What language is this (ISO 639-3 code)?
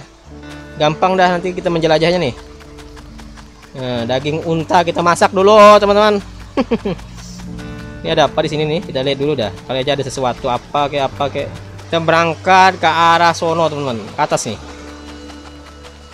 ind